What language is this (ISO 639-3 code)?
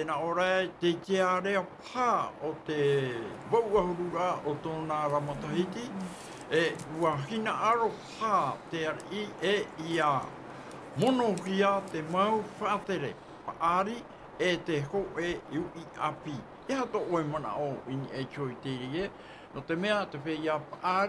tah